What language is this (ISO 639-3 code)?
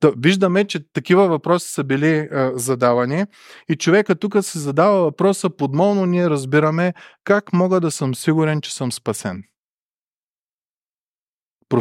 bul